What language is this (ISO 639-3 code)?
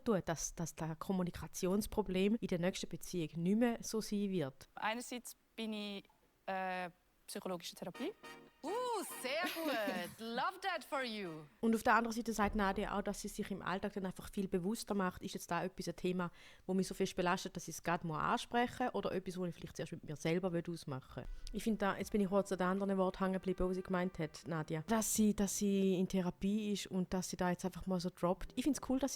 gsw